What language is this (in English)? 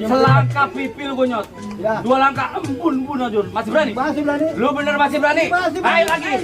Betawi